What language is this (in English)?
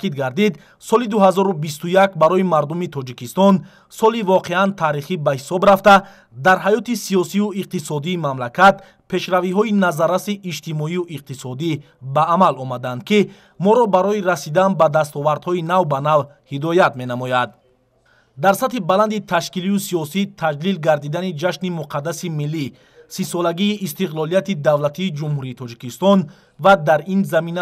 Tajik